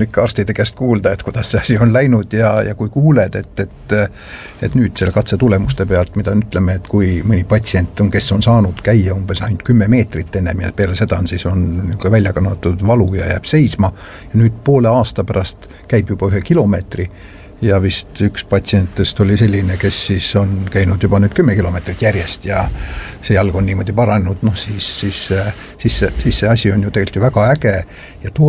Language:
Estonian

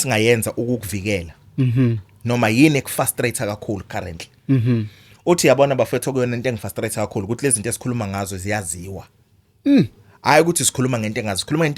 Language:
Zulu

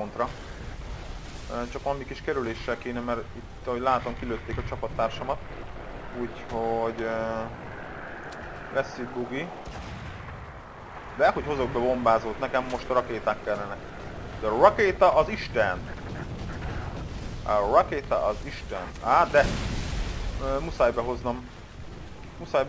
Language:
Hungarian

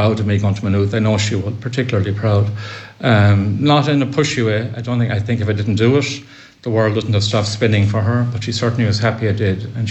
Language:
English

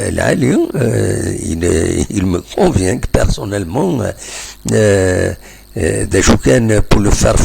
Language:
Kabyle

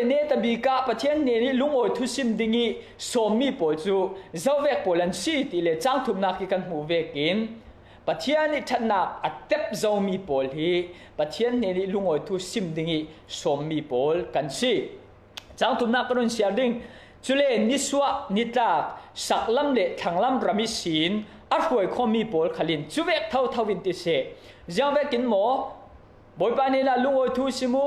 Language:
Falam Chin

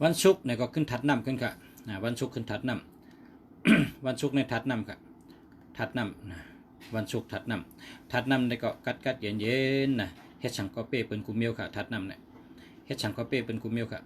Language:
Shan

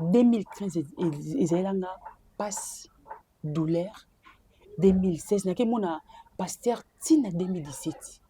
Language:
Lingala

